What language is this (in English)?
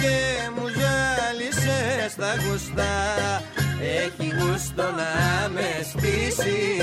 Greek